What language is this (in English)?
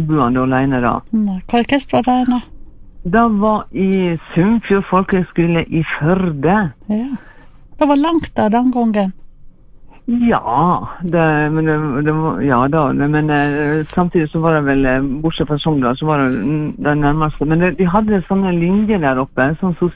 Norwegian